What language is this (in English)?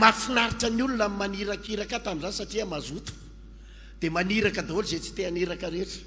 Malagasy